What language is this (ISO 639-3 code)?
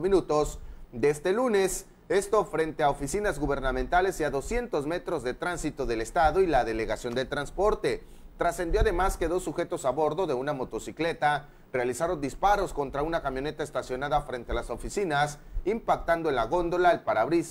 spa